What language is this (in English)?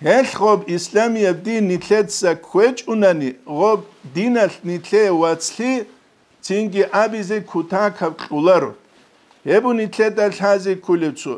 Avaric